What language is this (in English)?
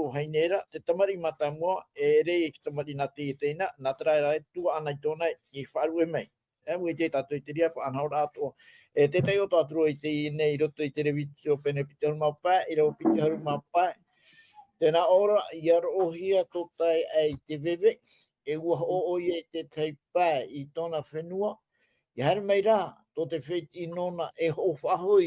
Tahitian